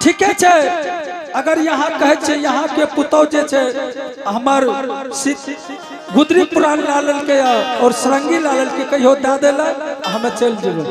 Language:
Angika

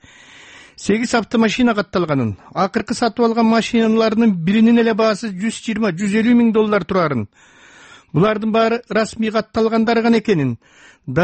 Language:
Kyrgyz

